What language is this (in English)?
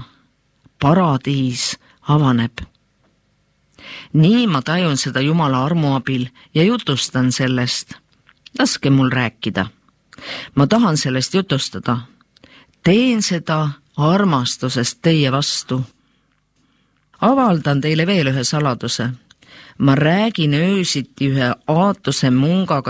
Estonian